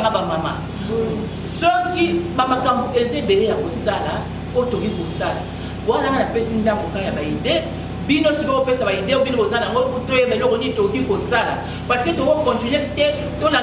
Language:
Lingala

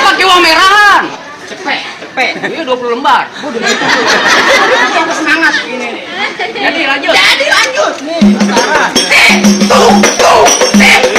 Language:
Betawi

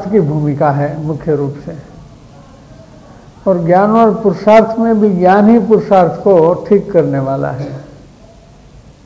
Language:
Hindi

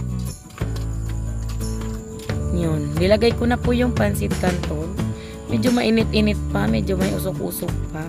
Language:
Filipino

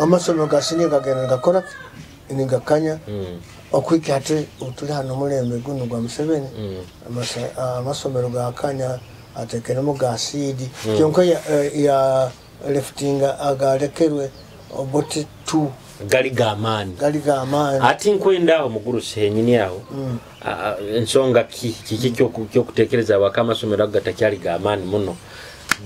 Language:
Nyoro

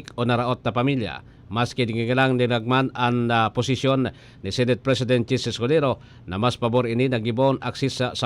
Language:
Bikol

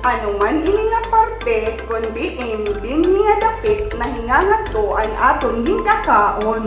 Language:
Waray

